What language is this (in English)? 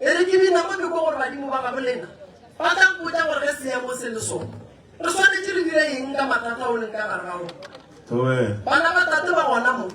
Northern Sotho